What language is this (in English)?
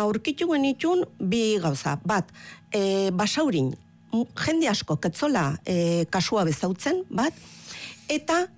Basque